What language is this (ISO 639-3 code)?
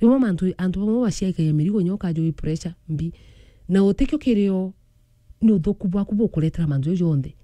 mer